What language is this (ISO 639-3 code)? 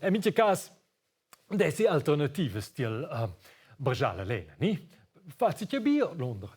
roh